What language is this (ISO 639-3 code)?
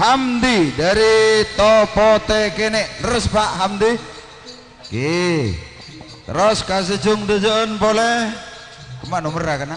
mad